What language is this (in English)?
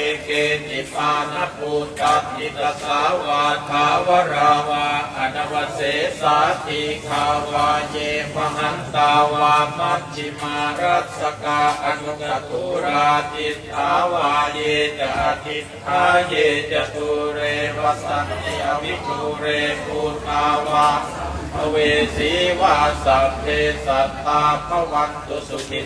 Pali